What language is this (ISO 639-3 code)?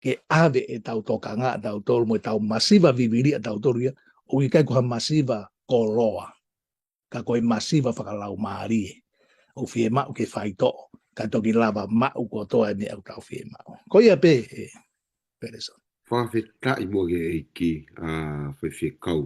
ton